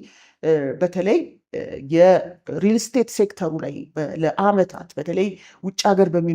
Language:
Amharic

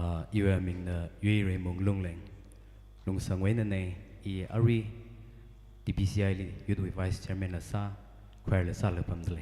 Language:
Tangkhul Naga (India)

